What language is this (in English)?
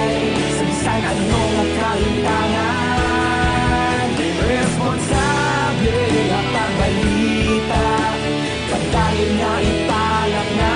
Hiligaynon